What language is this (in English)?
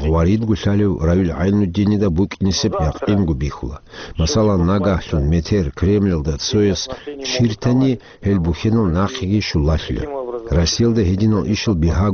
Avaric